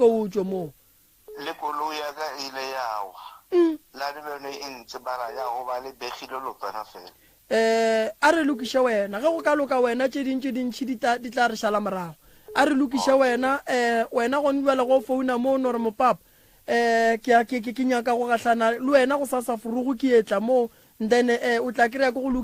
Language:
Northern Sotho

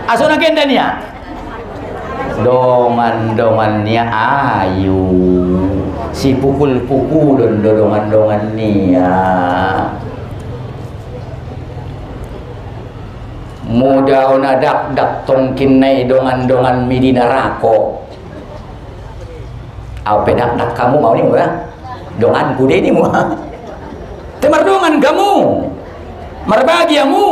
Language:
Batak Mandailing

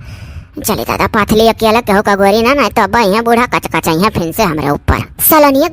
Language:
Awadhi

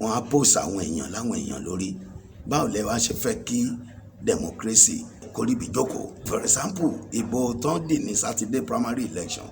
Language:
Yoruba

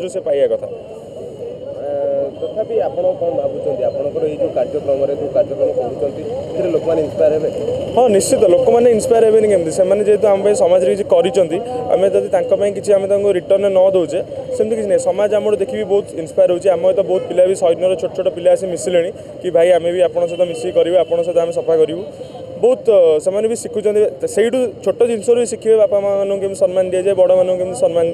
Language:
Odia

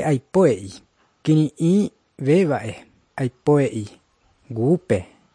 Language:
Guarani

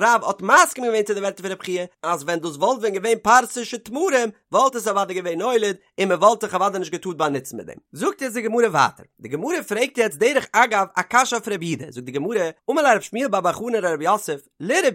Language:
Yiddish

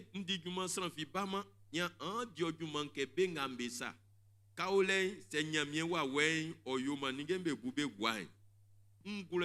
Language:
Baoulé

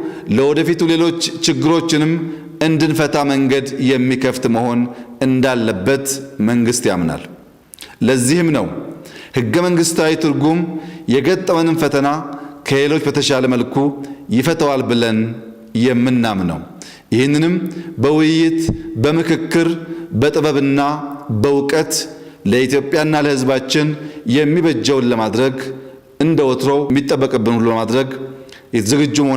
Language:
Amharic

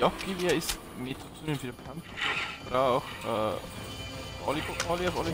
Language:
Bavarian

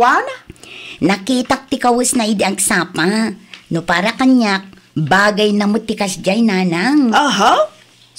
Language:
Iloko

